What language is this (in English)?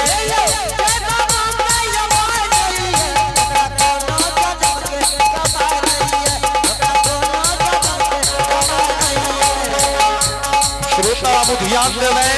Angika